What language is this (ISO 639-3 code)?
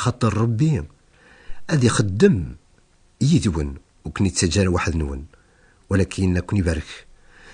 kab